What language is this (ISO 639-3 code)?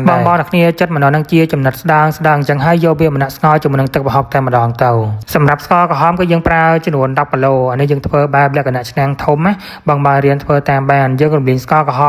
khm